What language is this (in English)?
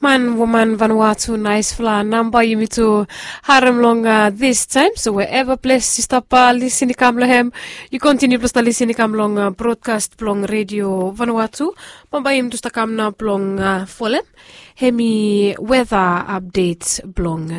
Bislama